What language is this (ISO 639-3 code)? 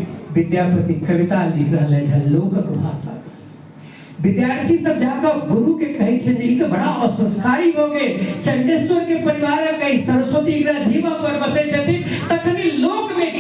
mai